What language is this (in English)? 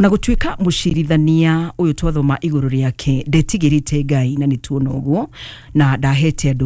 Kikuyu